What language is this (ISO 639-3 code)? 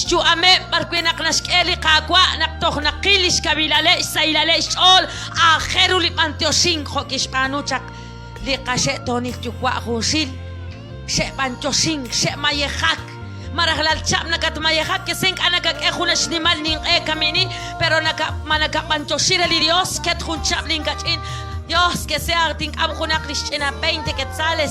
kek